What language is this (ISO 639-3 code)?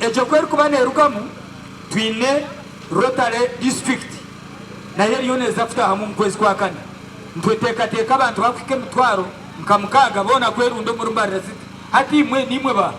nyn